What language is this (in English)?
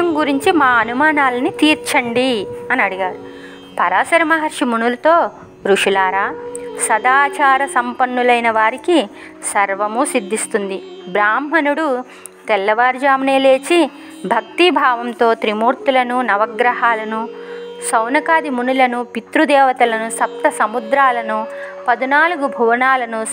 Telugu